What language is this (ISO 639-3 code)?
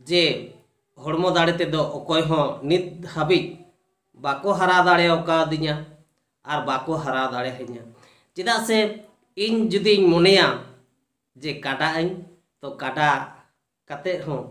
sat